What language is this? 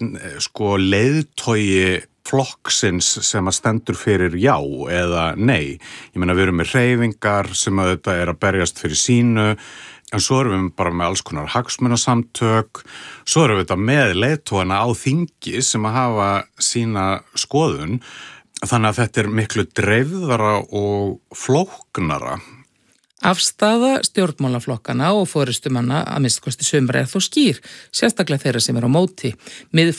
Icelandic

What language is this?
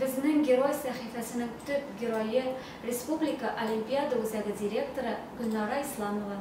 Tatar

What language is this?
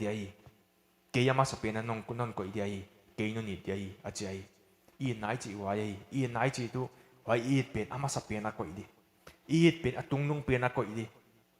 Paite Chin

